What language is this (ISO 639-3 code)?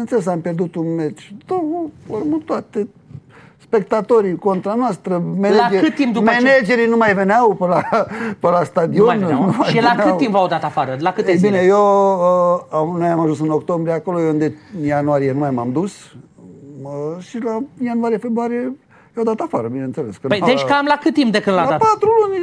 ron